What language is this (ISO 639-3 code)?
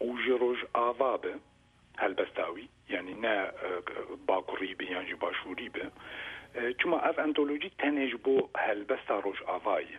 kur